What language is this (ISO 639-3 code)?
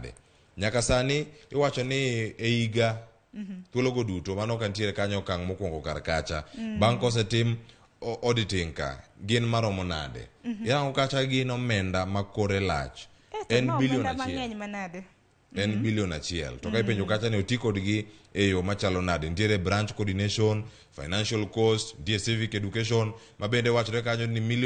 luo